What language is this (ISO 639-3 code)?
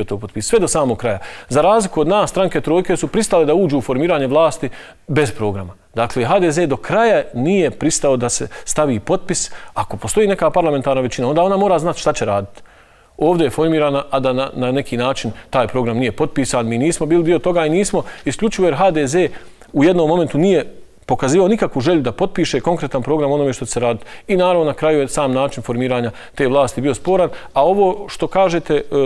bos